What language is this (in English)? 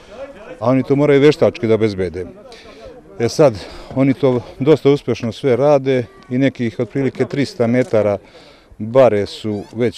Serbian